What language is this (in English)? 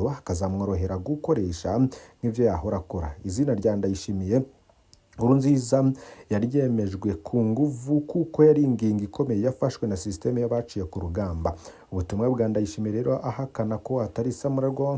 Rundi